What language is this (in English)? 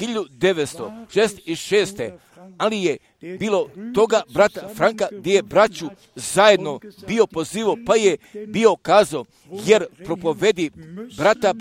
Croatian